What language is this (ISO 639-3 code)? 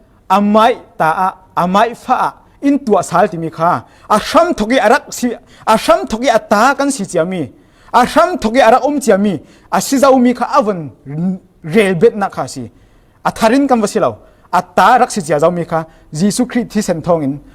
cfm